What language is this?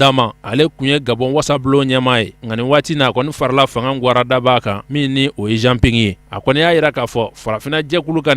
Bambara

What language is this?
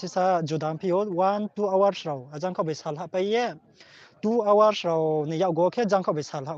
Riang (India)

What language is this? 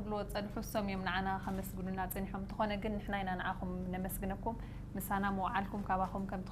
Tigrinya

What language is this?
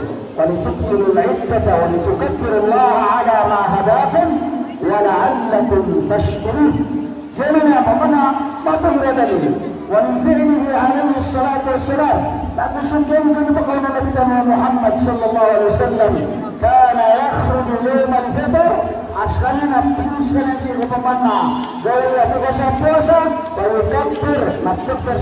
Maranao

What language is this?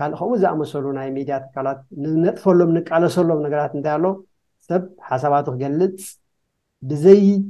Tigrinya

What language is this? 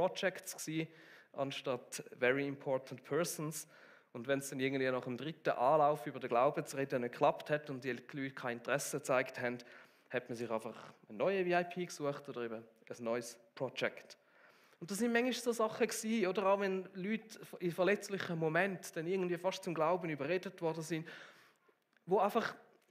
Swiss German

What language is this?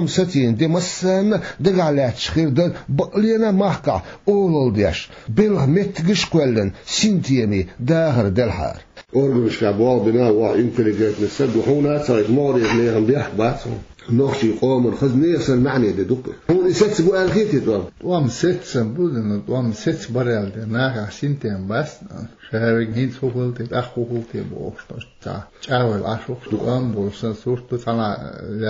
Chechen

